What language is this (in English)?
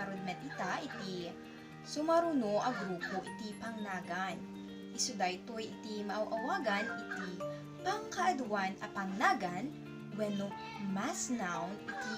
Iloko